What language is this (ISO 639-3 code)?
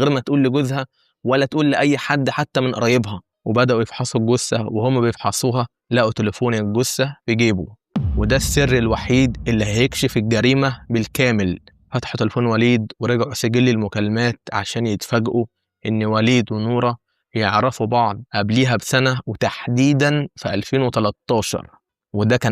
arz